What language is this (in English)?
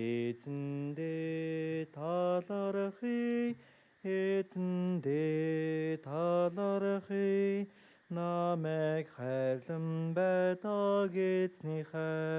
Mongolian